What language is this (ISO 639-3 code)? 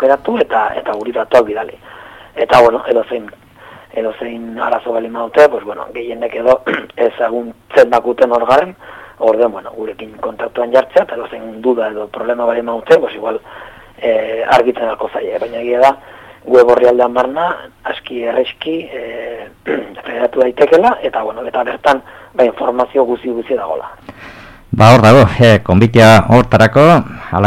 eus